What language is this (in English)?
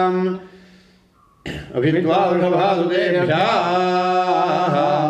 Sanskrit